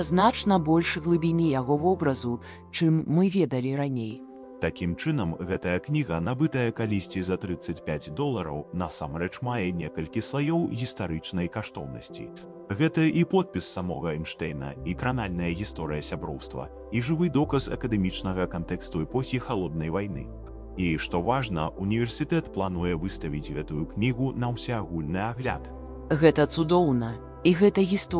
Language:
Belarusian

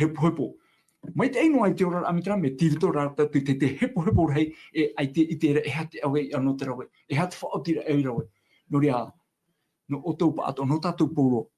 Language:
Tahitian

